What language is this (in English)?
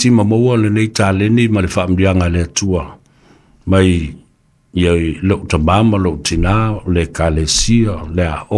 Samoan